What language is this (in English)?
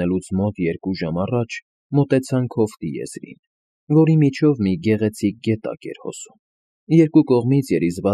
Armenian